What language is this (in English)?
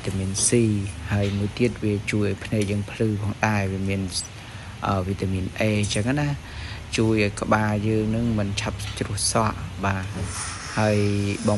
Khmer